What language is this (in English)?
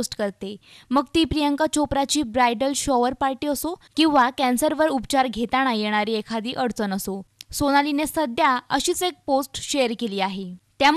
Marathi